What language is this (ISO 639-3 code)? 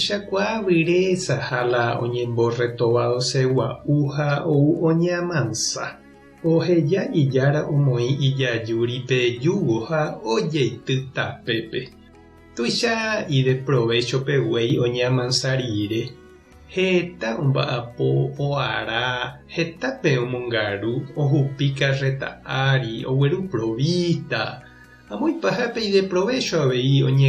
grn